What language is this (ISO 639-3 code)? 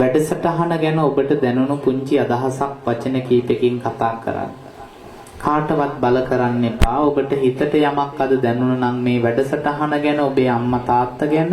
sin